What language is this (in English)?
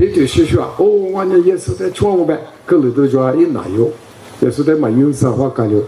Lisu